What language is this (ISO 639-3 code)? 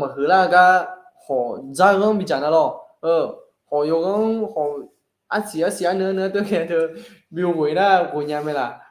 ahk